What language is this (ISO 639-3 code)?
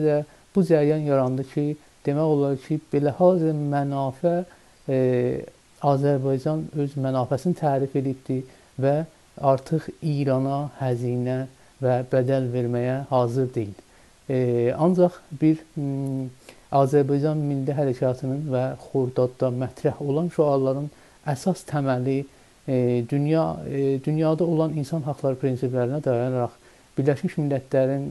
azb